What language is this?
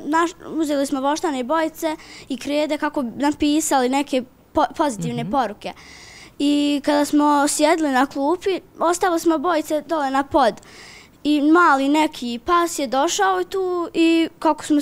Bosnian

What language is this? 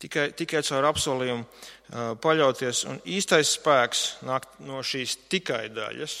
Latvian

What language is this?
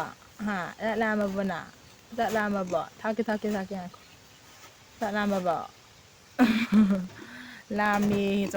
Manipuri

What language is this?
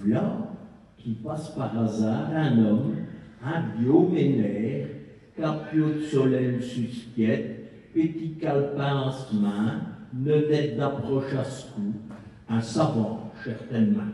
Picard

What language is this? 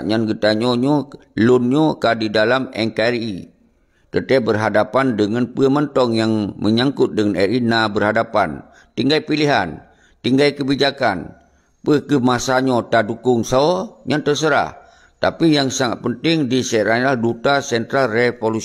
Achinese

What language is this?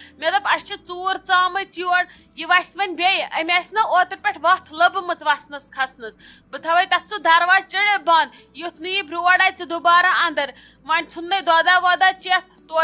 Kashmiri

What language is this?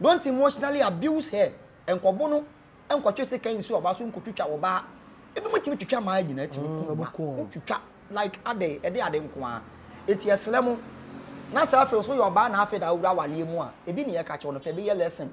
Akan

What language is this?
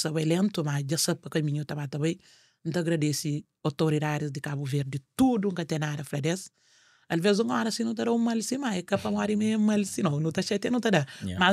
Kabuverdianu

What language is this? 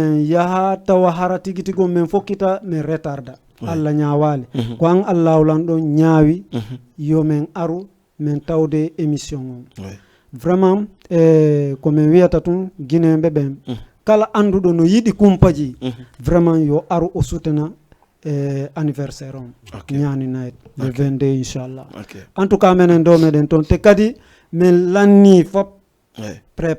Fula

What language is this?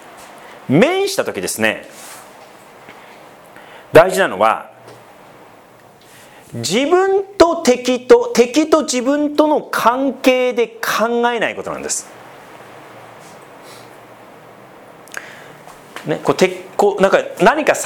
Japanese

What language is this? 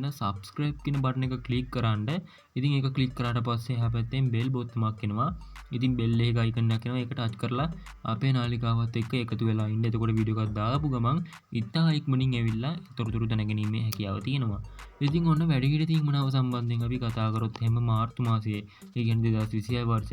Sinhala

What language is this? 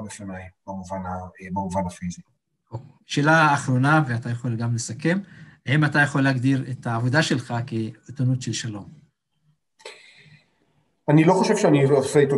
Hebrew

